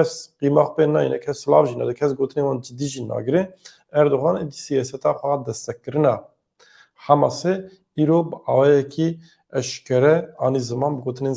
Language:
Kurdish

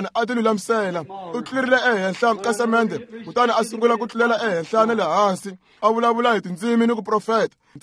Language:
Tsonga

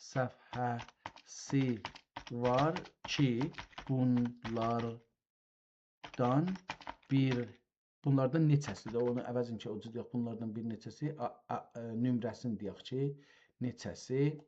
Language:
South Azerbaijani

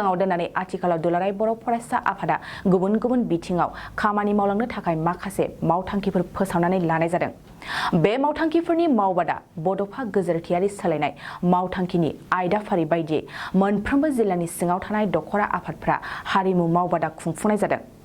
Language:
Bodo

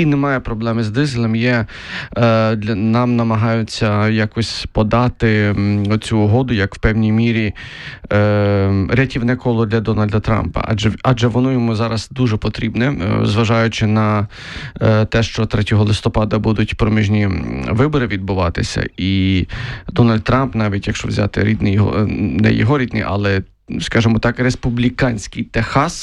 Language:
Ukrainian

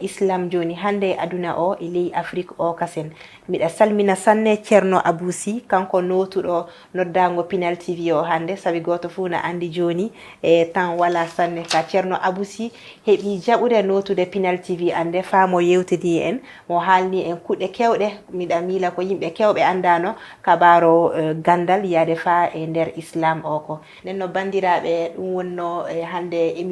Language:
Fula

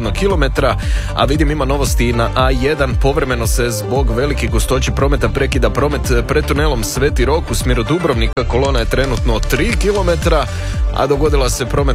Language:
Croatian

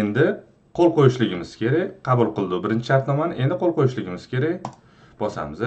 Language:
Uzbek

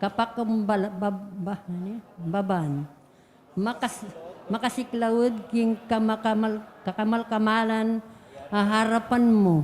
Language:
Pampanga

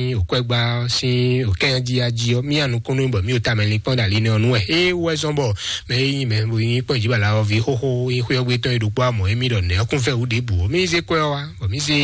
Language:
Fon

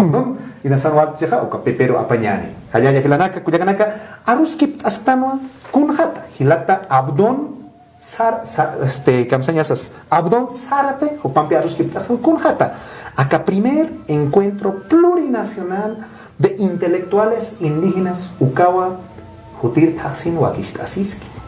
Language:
Aymara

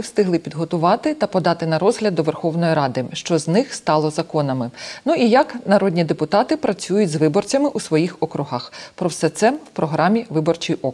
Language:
Ukrainian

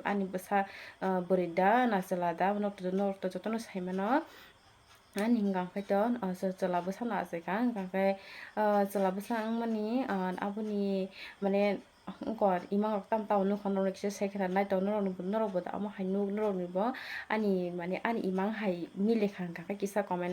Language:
Kok Borok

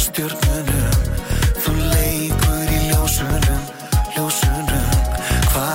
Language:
Icelandic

